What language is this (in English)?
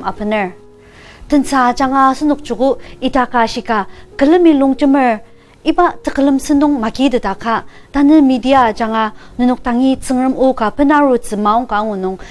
Ao Naga